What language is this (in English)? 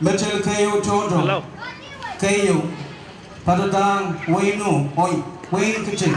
Pohnpeian